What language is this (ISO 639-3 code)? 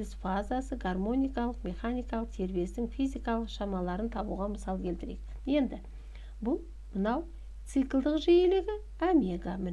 kaz